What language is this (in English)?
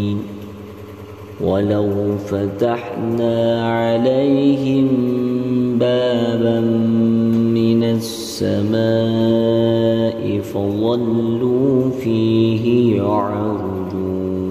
Arabic